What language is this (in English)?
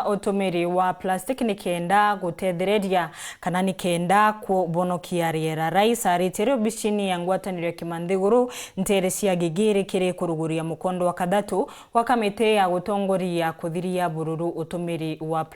Meru